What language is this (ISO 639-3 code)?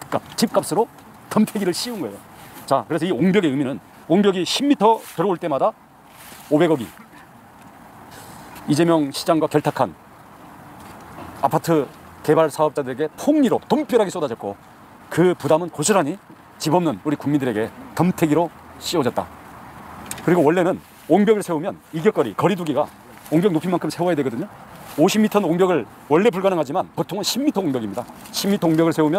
kor